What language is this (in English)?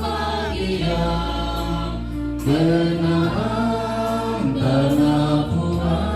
Toraja-Sa'dan